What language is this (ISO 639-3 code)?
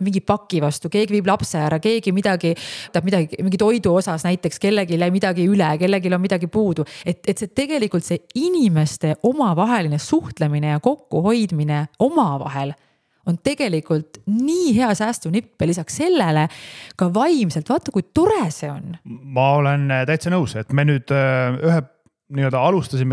est